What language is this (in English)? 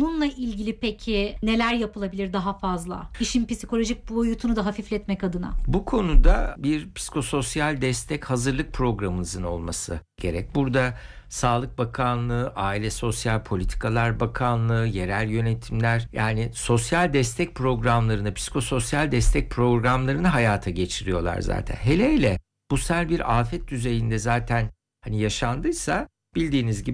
Turkish